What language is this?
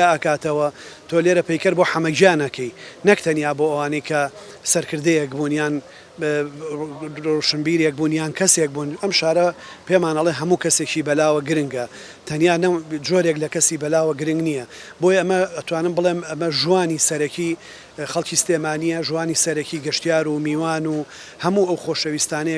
Central Kurdish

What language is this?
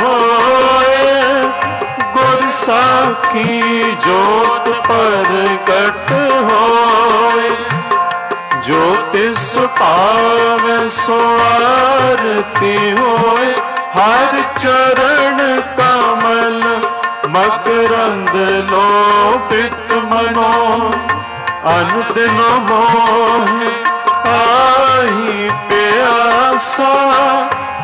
Punjabi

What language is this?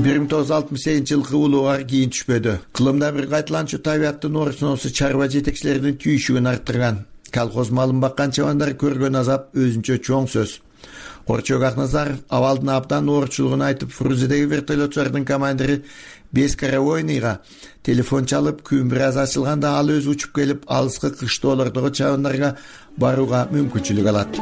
Kyrgyz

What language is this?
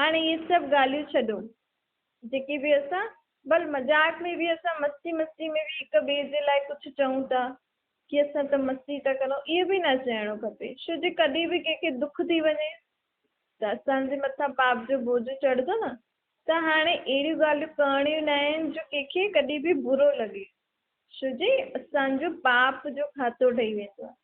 Sindhi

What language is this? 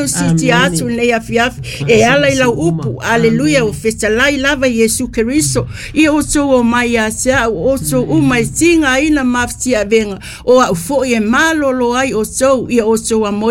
Samoan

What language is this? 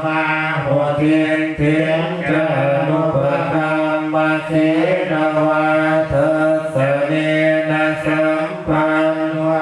Pali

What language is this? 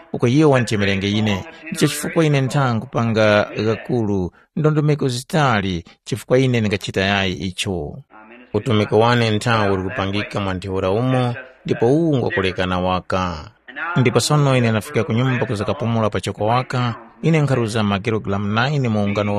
Tumbuka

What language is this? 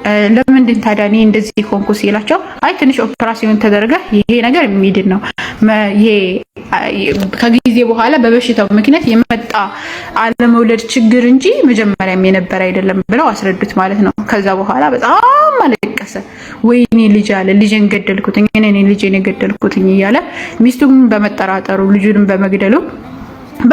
Amharic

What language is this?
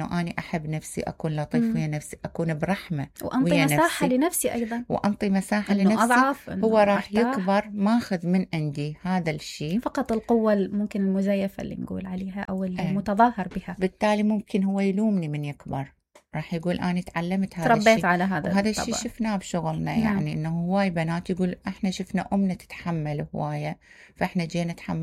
Mesopotamian Arabic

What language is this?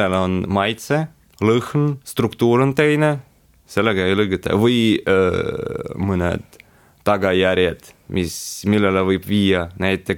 Estonian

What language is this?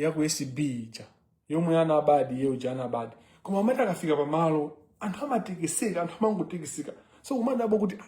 Nyanja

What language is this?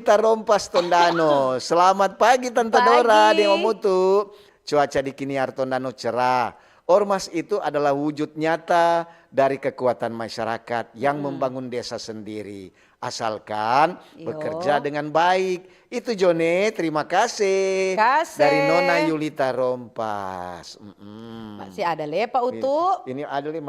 Manado Malay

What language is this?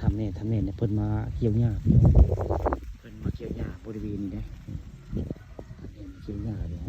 Northeastern Thai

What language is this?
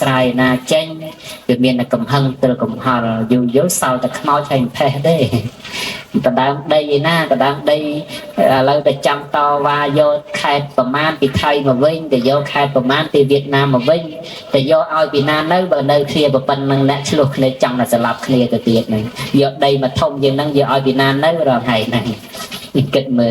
Khmer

